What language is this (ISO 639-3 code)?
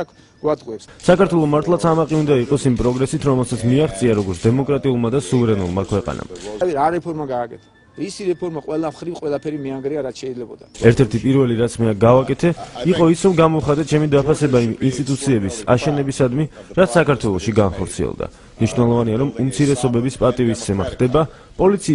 kat